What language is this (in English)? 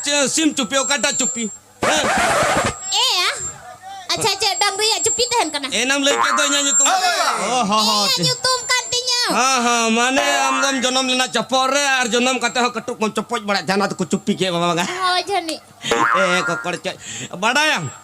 Santali